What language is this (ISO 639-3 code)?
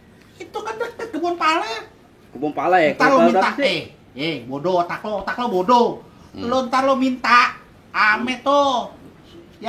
bew